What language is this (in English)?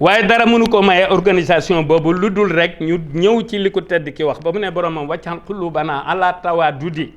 Wolof